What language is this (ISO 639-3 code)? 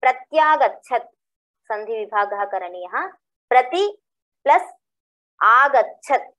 san